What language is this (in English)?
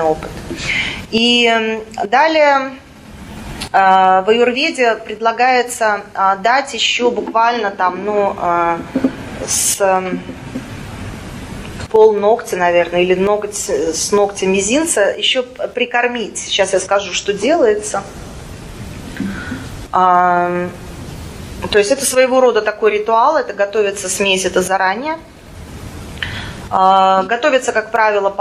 Russian